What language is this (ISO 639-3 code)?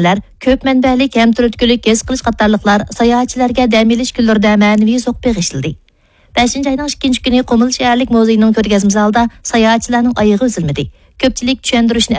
uig